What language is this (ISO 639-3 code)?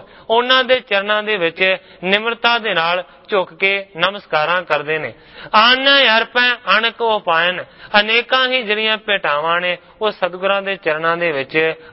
pan